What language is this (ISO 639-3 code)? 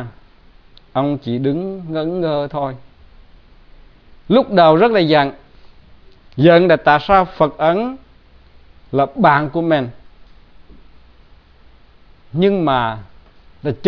vie